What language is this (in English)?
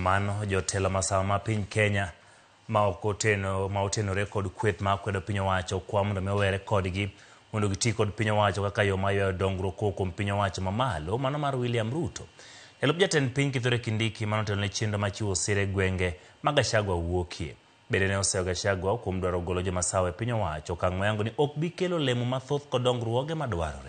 Luo (Kenya and Tanzania)